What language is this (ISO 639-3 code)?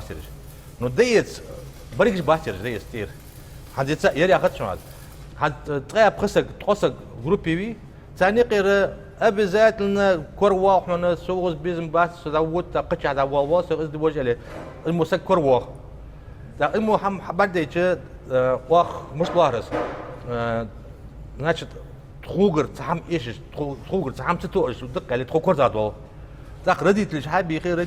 inh